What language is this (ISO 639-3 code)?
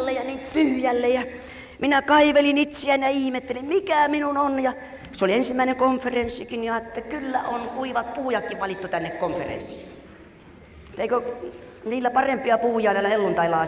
fin